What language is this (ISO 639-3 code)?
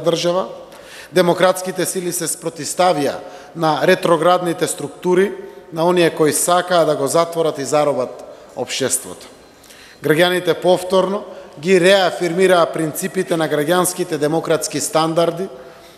mkd